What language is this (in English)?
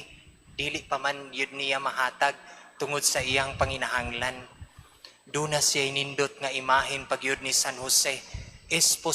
Cebuano